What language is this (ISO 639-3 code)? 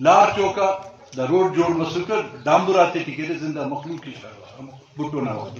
brh